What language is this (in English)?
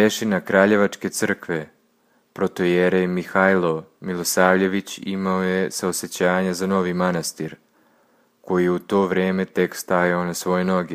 Serbian